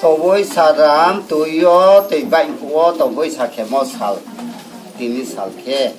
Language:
Riang (India)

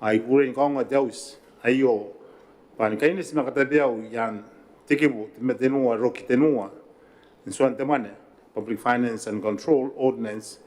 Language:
Gilbertese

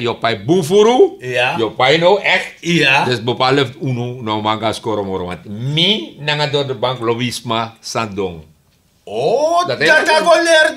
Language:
Sranan Tongo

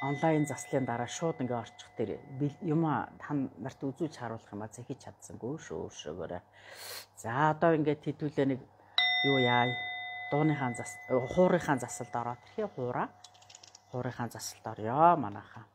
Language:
Mongolian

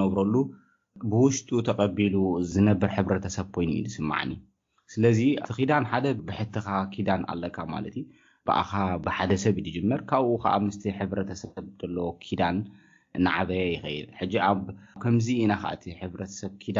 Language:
Tigrinya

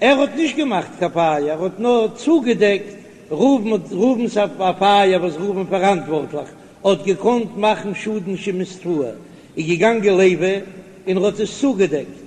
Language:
Yiddish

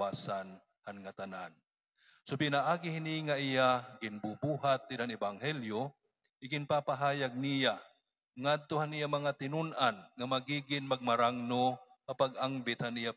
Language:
Waray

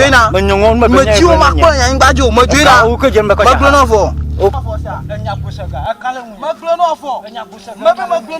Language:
Ewe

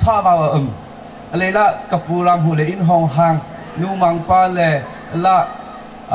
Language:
Hakha Chin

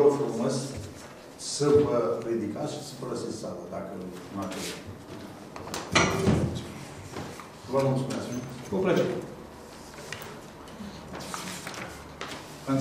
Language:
Romanian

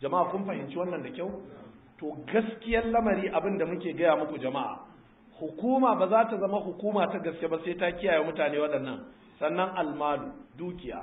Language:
Hausa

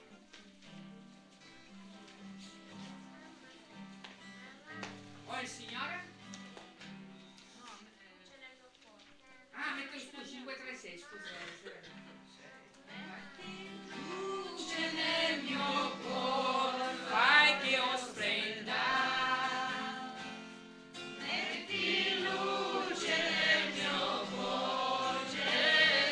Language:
Italian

